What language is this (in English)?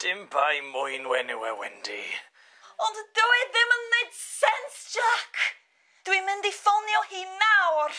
Welsh